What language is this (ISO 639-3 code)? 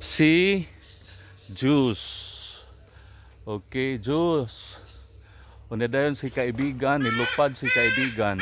ceb